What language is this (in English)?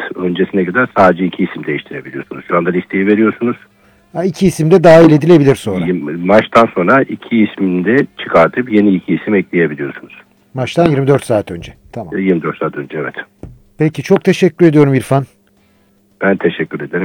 Turkish